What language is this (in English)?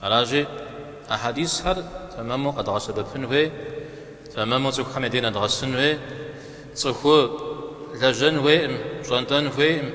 Kabardian